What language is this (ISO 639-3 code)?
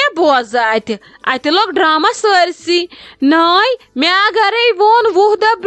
kas